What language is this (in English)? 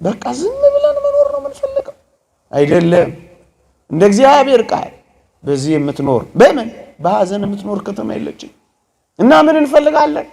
Amharic